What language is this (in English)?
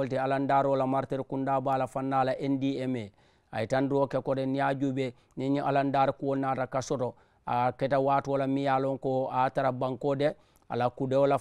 Mandingo